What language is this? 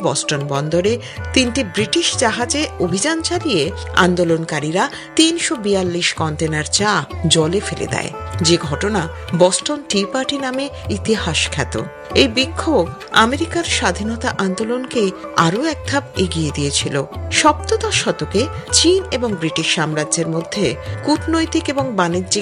Bangla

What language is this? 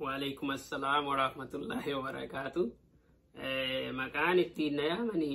Oromo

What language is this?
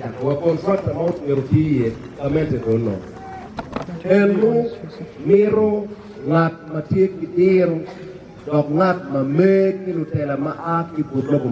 Acoli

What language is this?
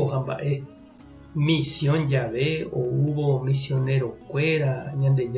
Guarani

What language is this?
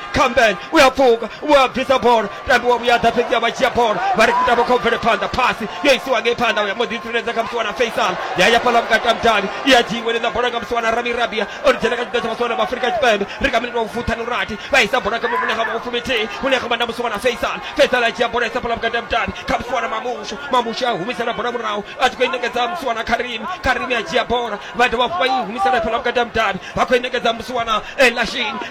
Venda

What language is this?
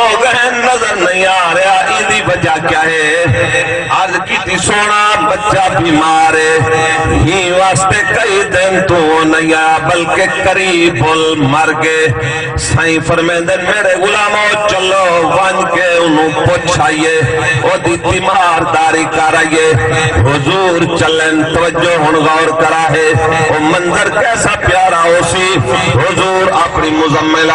Saraiki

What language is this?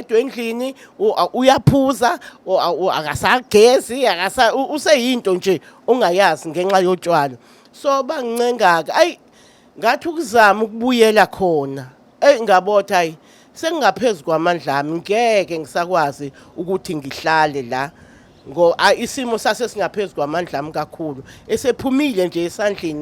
Zulu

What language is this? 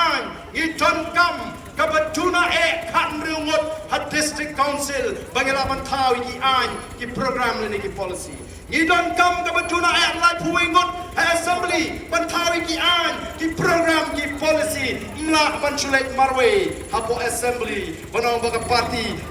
Khasi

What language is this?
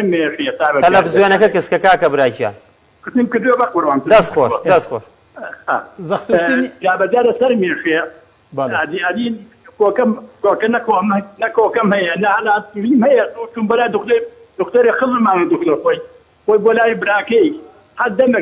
Central Kurdish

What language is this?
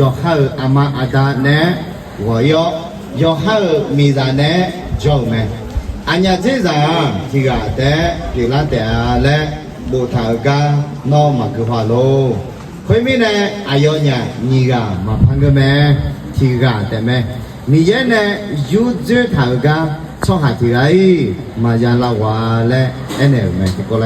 Akha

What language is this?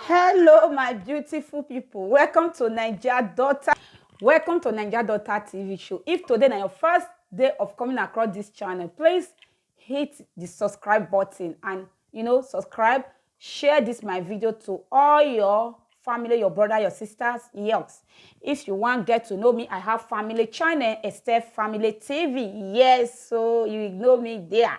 Nigerian Pidgin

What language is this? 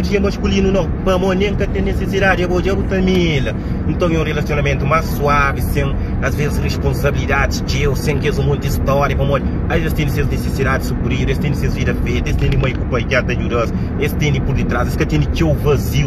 Kabuverdianu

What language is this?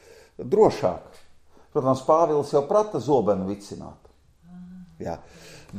Latvian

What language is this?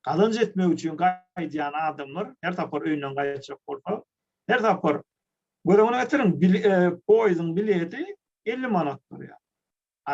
Turkmen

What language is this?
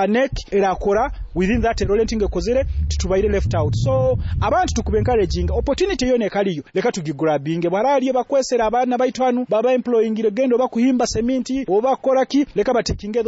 Nyoro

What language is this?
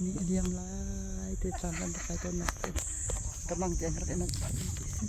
Hakha Chin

